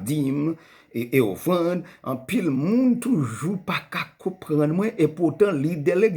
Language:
Haitian Creole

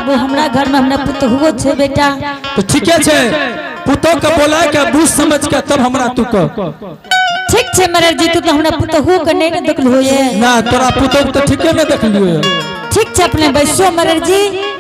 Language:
Angika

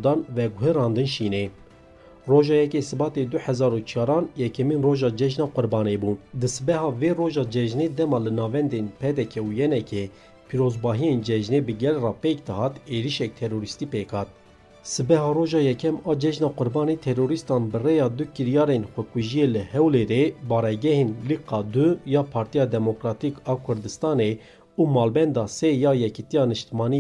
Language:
Kurdish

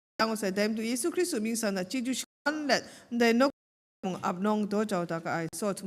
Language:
Kachin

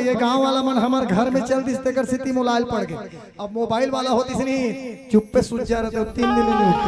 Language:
Chhattisgarhi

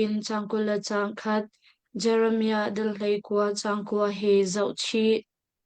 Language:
Hakha Chin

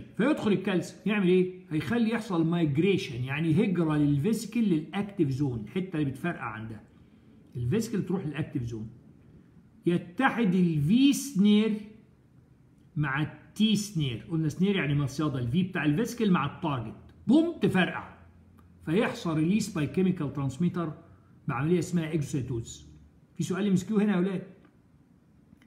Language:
Egyptian Arabic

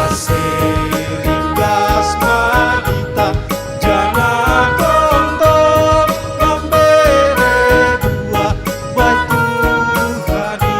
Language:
Batak Simalungun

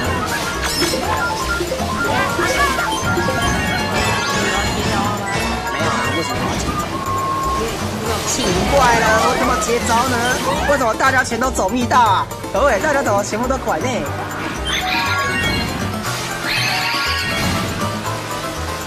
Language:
Chinese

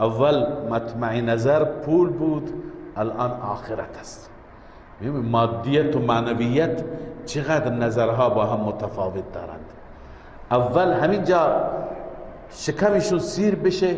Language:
Persian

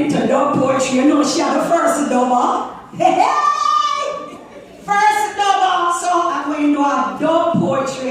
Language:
Jamaican Creole English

